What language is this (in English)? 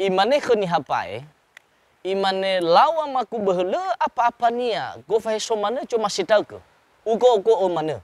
Nias